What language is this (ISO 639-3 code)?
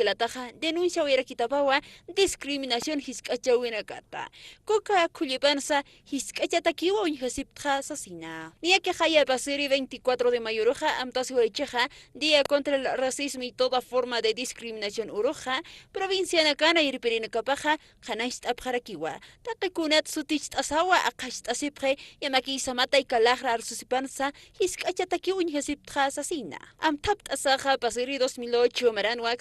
aym